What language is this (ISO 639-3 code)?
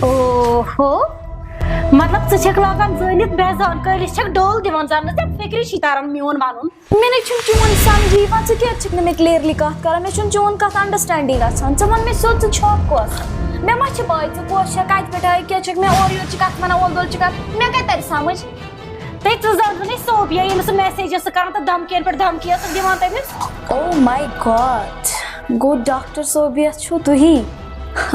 kas